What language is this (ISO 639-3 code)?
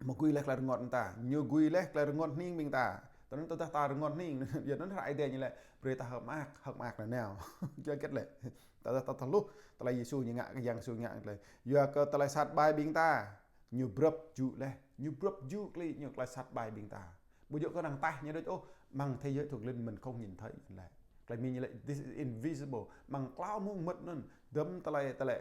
jra